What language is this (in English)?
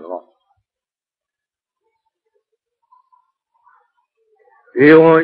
Burmese